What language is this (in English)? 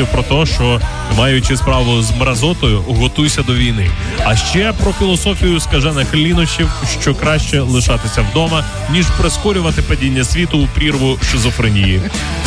Ukrainian